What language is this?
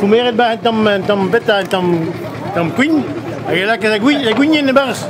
Breton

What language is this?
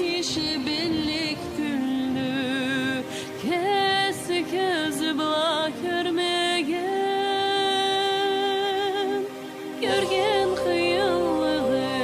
Karachay-Balkar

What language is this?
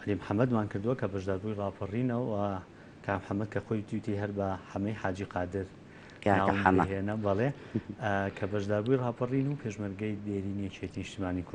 Central Kurdish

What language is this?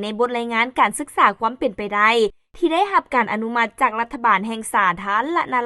Lao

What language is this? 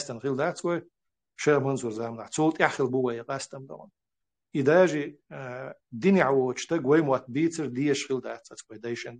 Chechen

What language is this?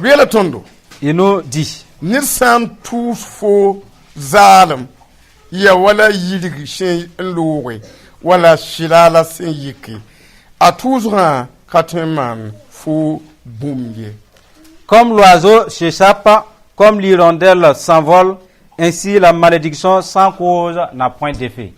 Mossi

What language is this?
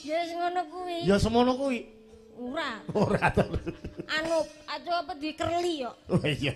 Javanese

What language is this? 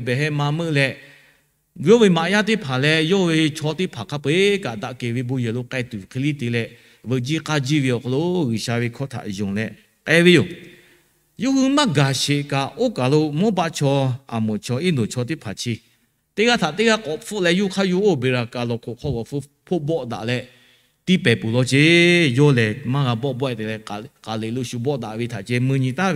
Lahu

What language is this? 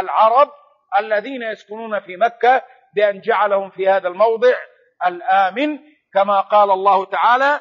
Arabic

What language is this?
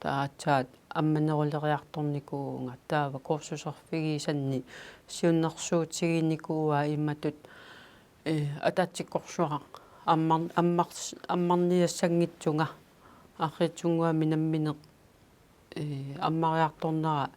Kalaallisut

